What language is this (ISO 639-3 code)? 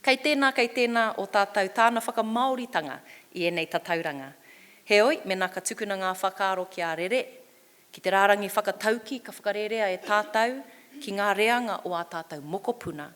mri